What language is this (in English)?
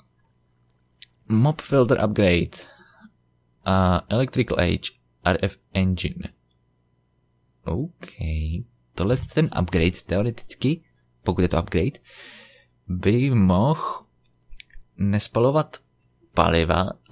Czech